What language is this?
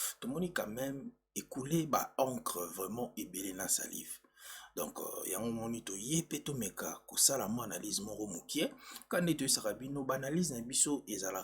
Lingala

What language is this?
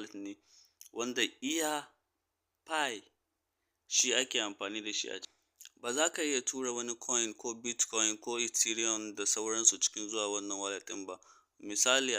Hausa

